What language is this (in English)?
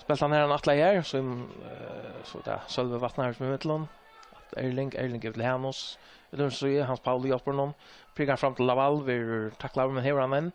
Faroese